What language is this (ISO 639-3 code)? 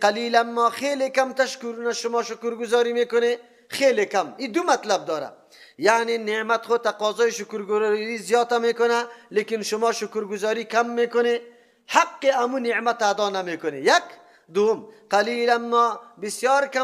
fas